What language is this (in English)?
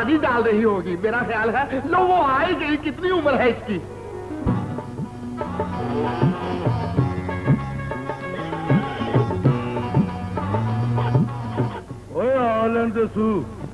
Punjabi